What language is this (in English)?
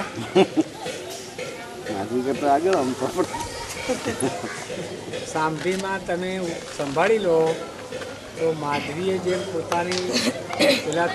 Gujarati